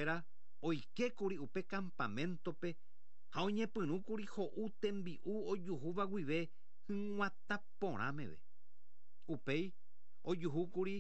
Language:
Guarani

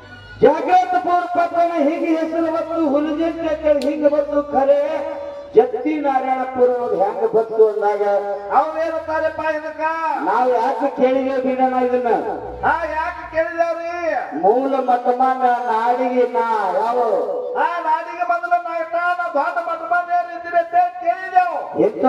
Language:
Kannada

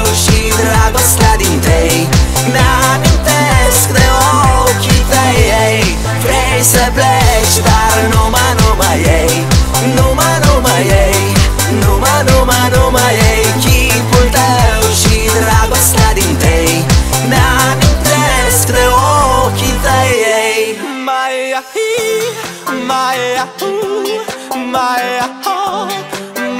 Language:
Romanian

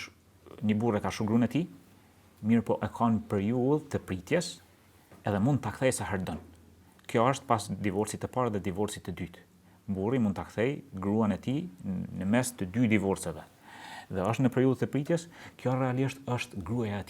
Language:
Albanian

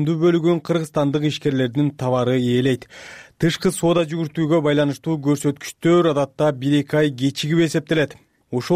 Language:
Kyrgyz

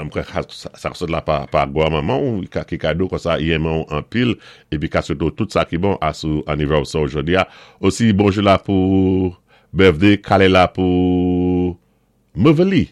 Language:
Saint Lucian Creole French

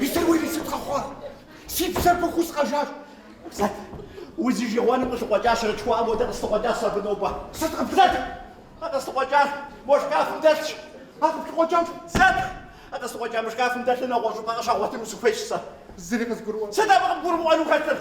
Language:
Kabardian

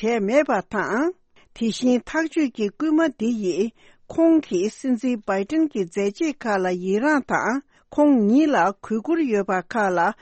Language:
Tibetan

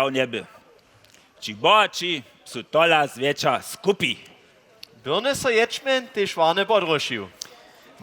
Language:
Upper Sorbian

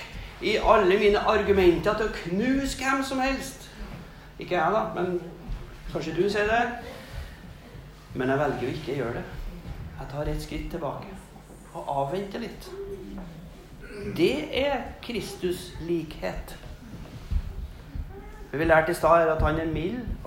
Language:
Norwegian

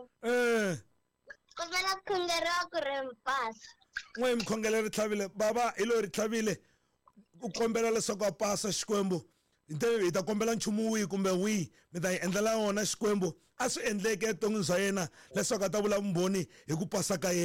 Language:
Tsonga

